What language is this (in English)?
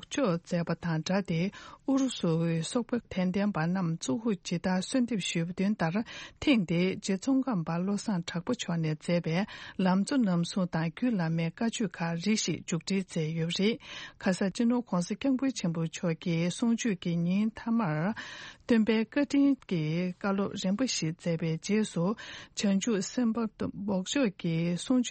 Tibetan